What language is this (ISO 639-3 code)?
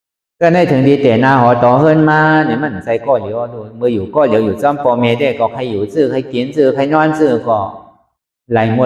shn